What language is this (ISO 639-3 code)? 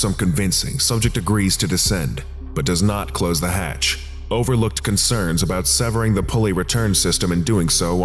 eng